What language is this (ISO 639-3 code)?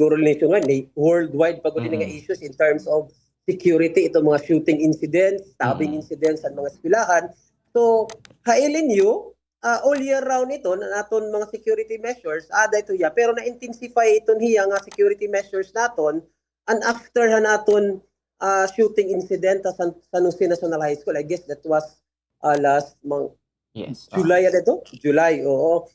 war